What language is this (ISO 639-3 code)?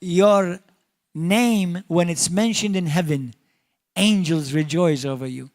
eng